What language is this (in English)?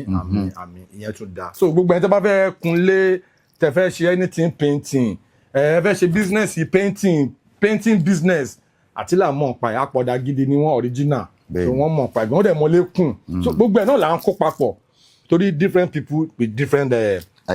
Yoruba